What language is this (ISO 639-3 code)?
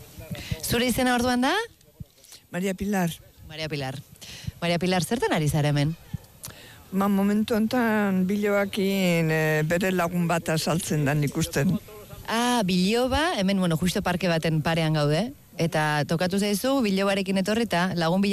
eus